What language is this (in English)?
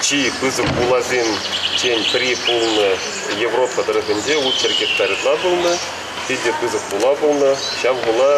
Chuvash